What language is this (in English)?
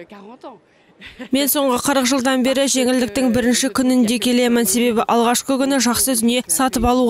Kazakh